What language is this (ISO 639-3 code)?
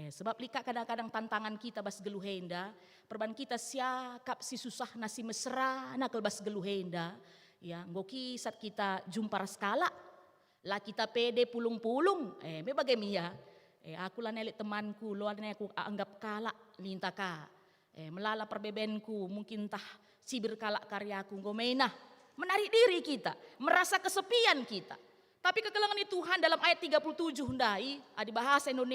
btx